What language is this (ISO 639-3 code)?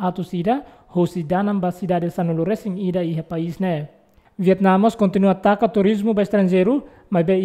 tet